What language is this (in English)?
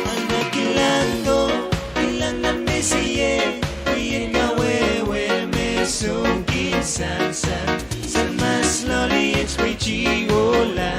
Pohnpeian